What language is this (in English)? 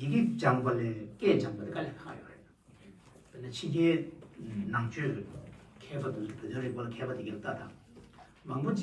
Tibetan